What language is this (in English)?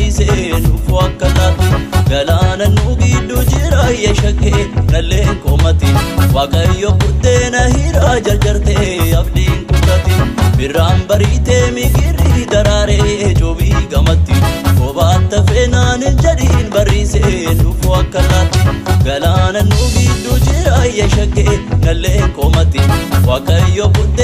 Oromo